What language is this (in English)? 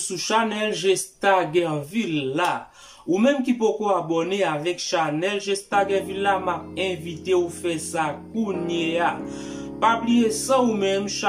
Haitian Creole